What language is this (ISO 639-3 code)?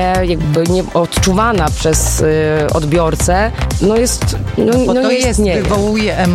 pol